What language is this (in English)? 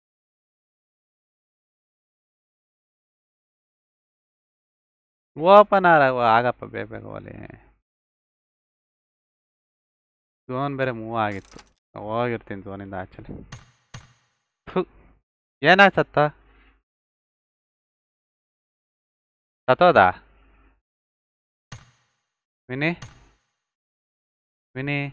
Kannada